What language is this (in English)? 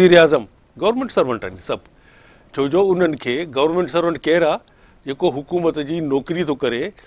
Sindhi